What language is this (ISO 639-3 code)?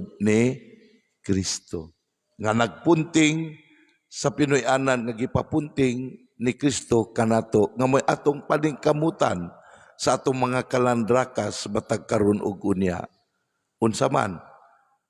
ceb